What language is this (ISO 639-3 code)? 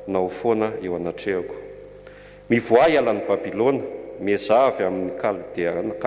mlg